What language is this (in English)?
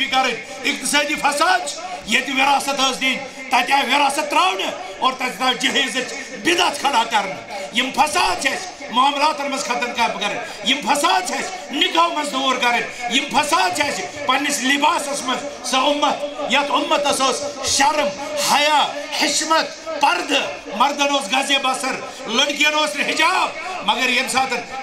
Kashmiri